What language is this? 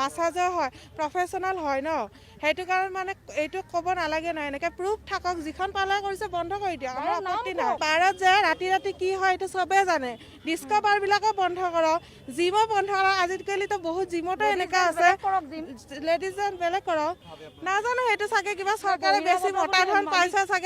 Assamese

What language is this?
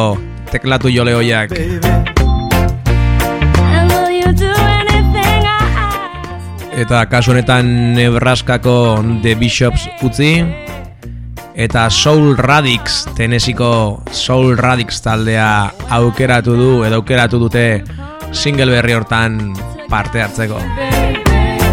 Basque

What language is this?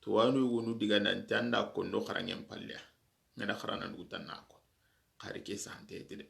Soninke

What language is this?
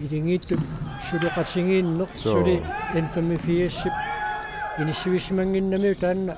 Kalaallisut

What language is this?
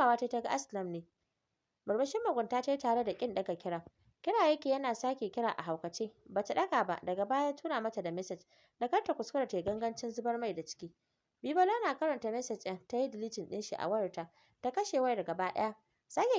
Hausa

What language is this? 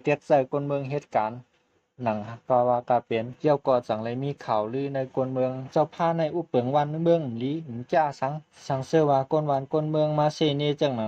Shan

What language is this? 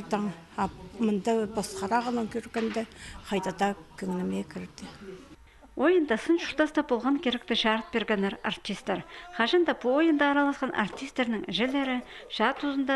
Khakas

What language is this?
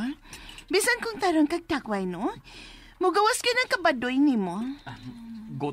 Cebuano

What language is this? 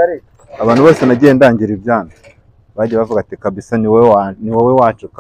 Kinyarwanda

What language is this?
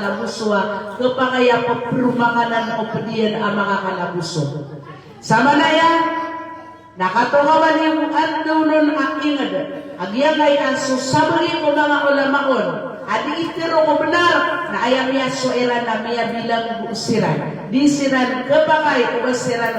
Maranao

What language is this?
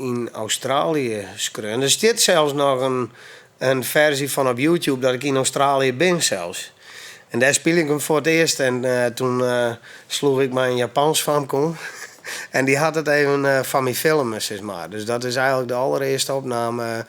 Western Frisian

